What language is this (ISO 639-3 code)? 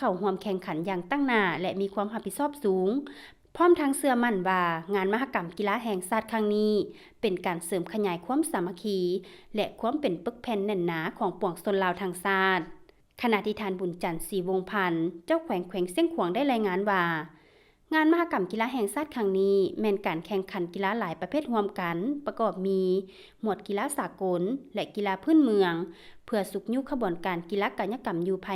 lao